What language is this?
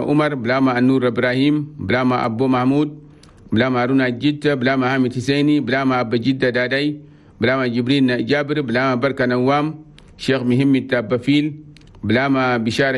Chadian Arabic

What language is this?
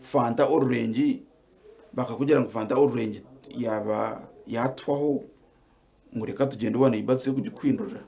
Nyankole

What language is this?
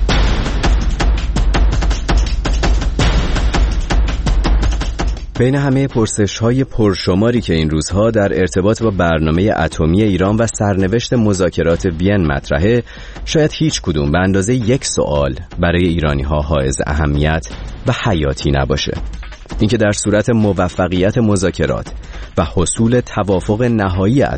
Persian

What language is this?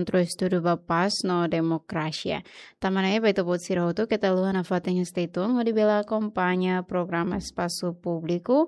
Tetum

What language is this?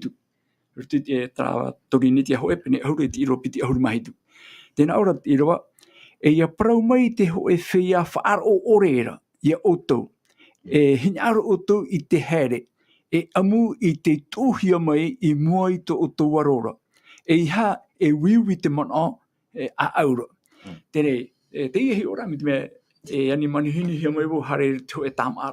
Tahitian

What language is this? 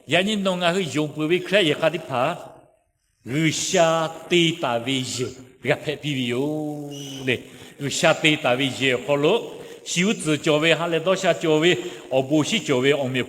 Lahu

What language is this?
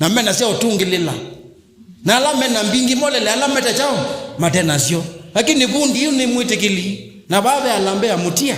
Kamba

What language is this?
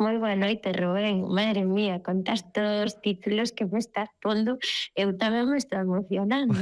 Galician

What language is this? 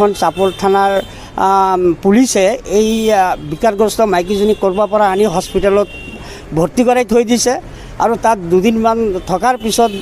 Assamese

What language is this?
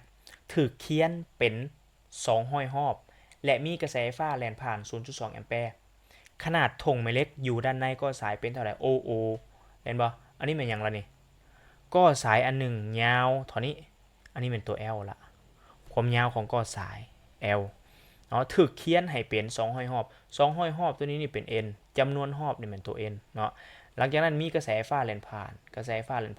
Lao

